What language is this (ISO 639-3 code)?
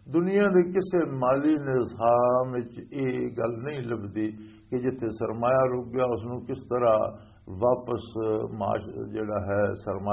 lah